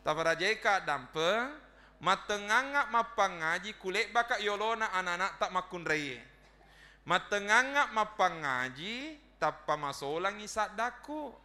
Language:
Buginese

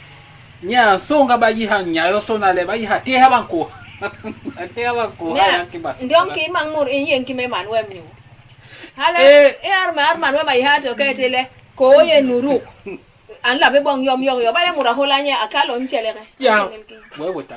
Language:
Basaa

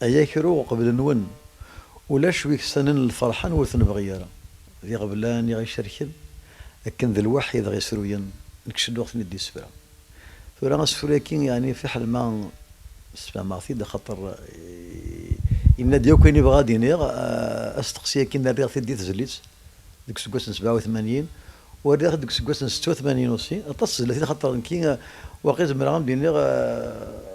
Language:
Kabyle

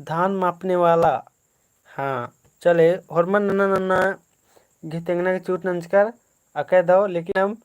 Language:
Kurukh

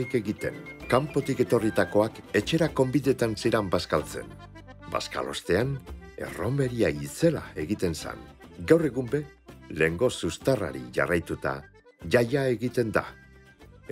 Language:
Basque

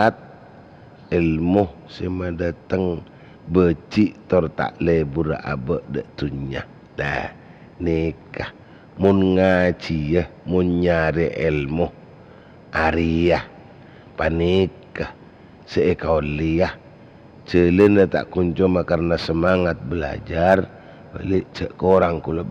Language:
Madurese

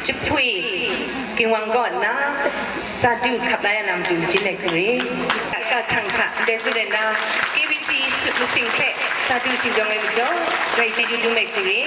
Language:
Kachin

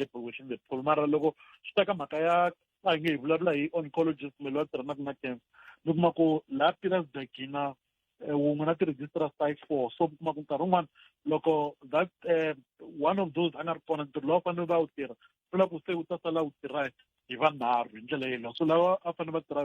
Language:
Tsonga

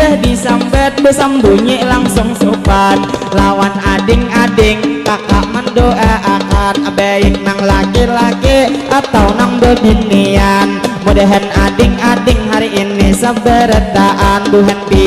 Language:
Banjar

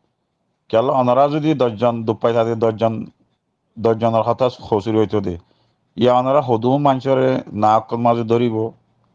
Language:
Rohingya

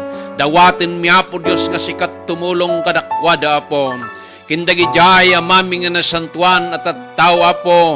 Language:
Iloko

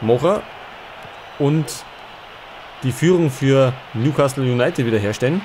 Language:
Bavarian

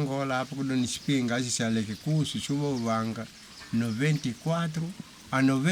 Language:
Makonde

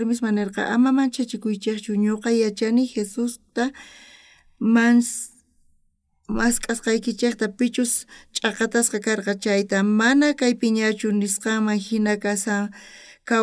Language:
South Bolivian Quechua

